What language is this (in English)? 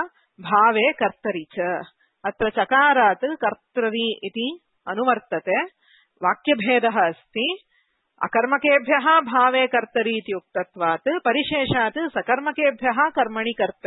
Sanskrit